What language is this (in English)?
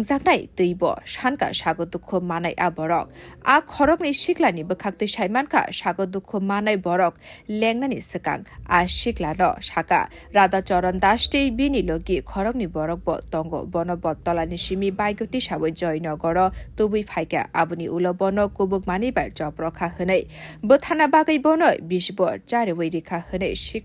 Kok Borok